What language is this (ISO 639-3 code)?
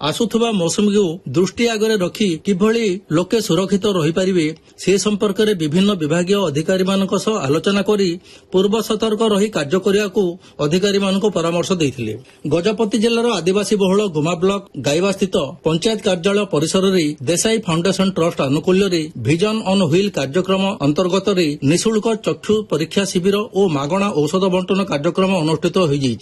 ori